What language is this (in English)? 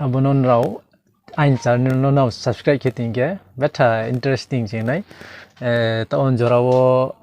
Riang (India)